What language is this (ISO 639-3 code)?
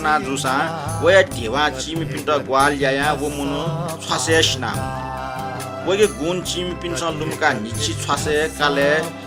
new